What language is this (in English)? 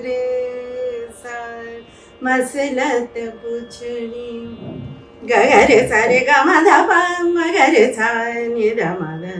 Hindi